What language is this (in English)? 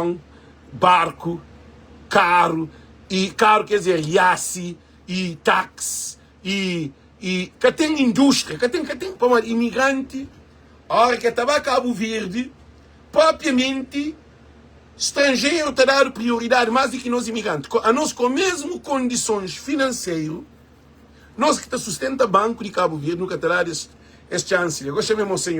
Kabuverdianu